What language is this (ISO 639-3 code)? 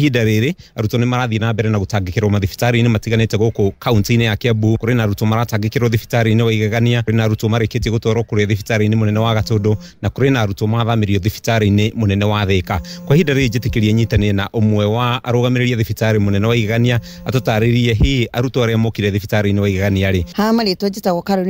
kik